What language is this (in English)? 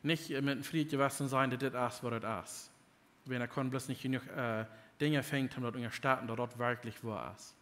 Plautdietsch